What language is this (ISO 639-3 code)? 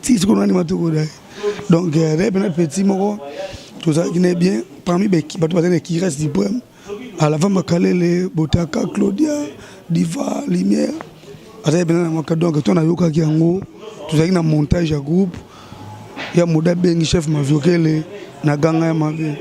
lin